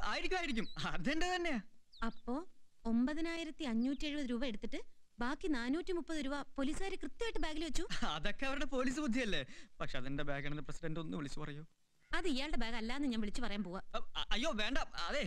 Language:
Malayalam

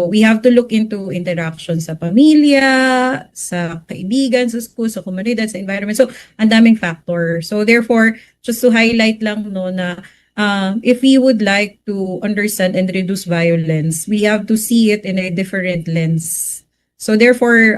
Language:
Waray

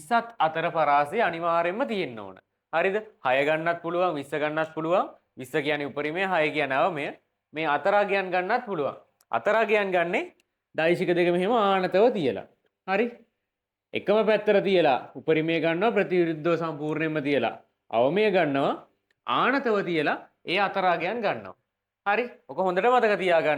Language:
Sinhala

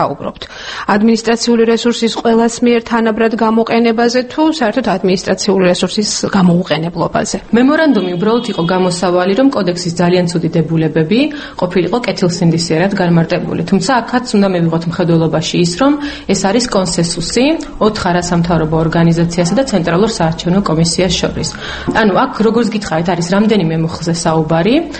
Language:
Georgian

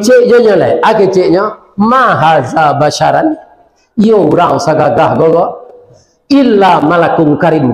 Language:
Minangkabau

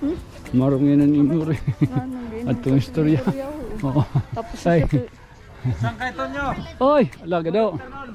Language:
Waray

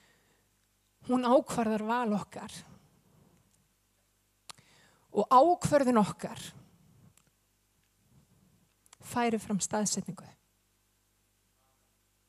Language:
Icelandic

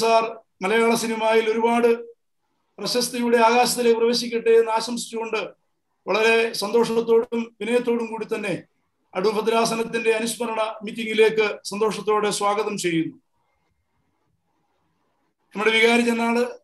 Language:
Malayalam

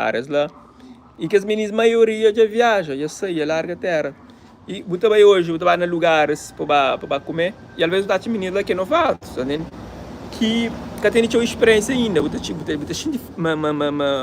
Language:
Kabuverdianu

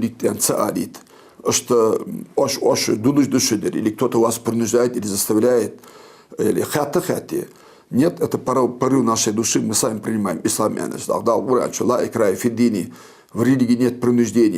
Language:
Ingush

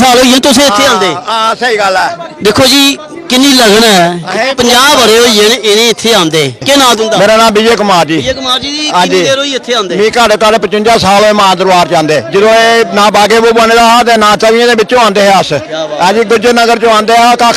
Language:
Dogri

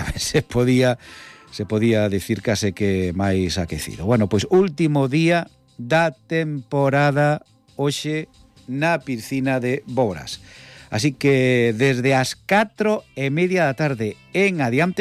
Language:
Galician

